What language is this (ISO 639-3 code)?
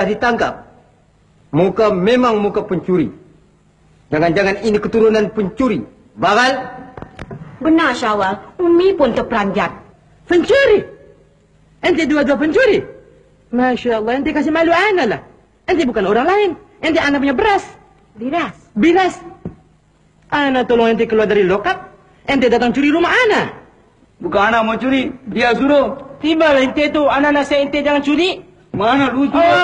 msa